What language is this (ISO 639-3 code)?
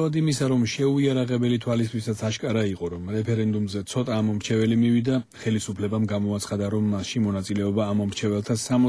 kat